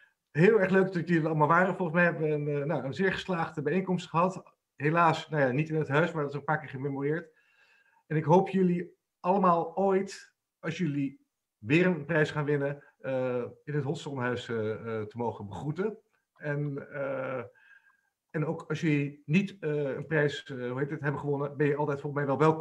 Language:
Dutch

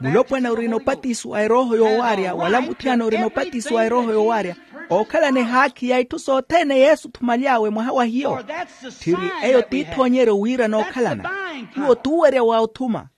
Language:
Makhuwa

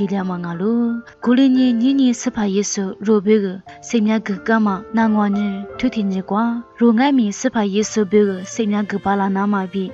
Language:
Lisu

